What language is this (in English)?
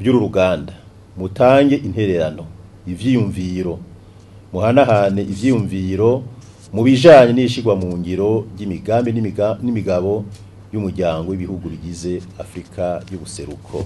Rundi